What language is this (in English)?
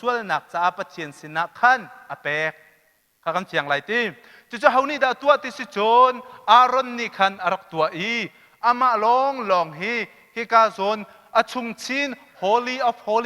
Hakha Chin